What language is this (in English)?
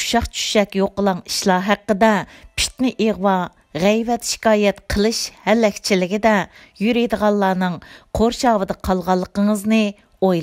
Uyghur